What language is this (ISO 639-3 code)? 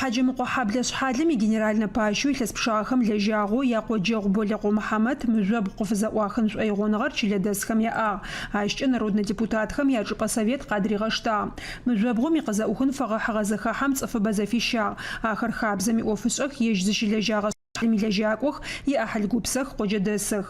ady